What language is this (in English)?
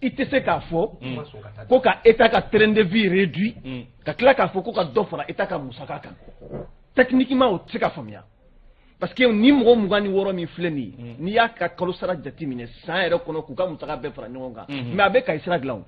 Bambara